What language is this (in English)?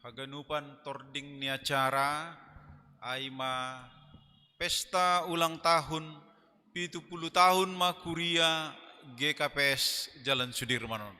Batak Simalungun